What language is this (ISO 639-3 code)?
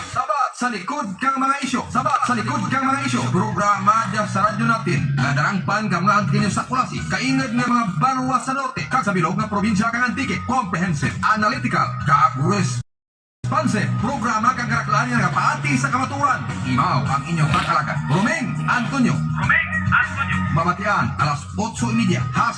hil